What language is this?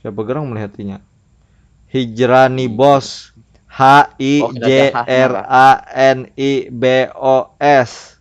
Banjar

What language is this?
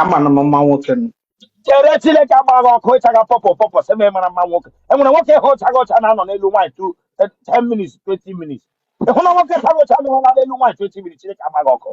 Igbo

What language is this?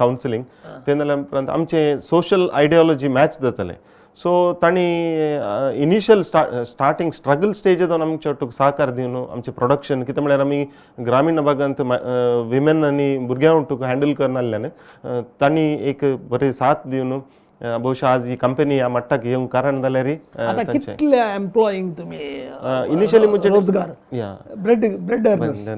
Konkani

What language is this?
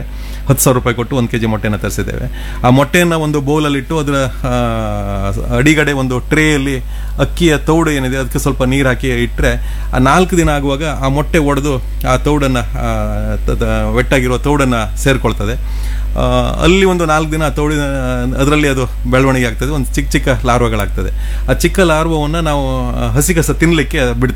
Kannada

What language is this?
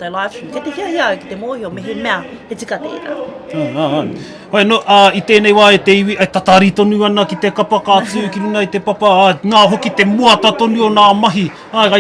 Māori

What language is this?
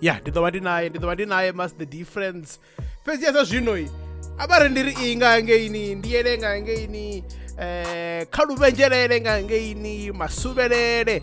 Venda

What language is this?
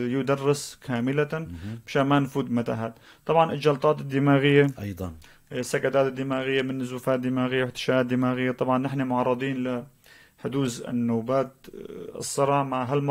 North Levantine Arabic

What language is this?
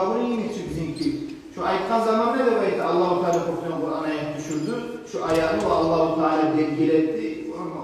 Kumyk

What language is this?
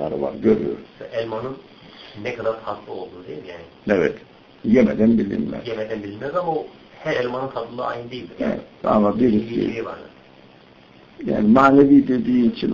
Turkish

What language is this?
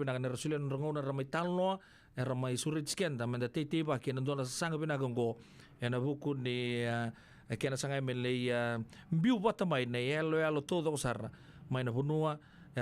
Fijian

